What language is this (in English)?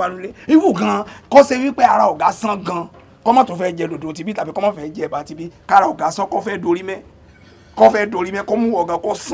Yoruba